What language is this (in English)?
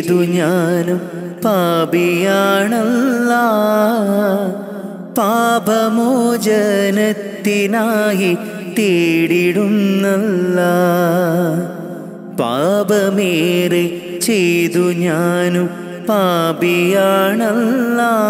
Malayalam